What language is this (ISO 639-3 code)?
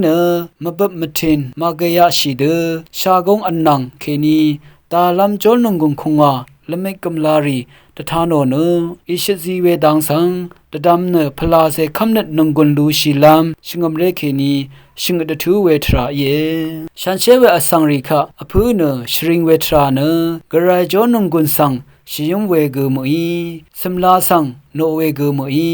raw